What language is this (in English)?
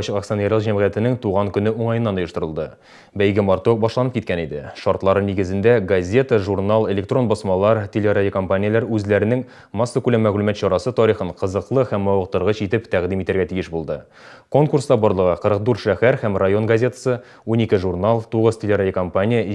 Tatar